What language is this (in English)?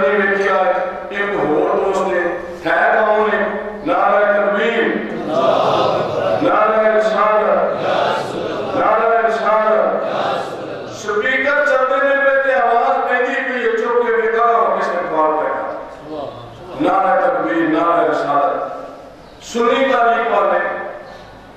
Urdu